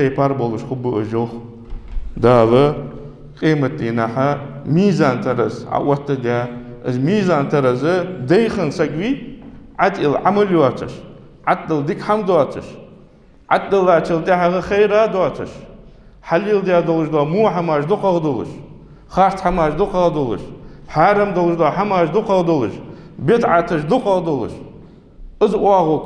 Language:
Ingush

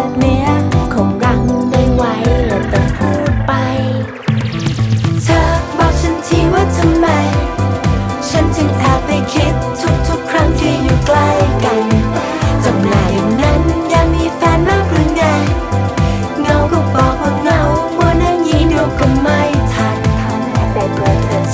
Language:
Thai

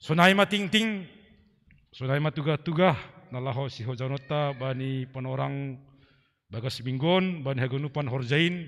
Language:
Batak Simalungun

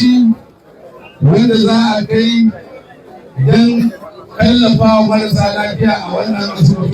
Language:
Hausa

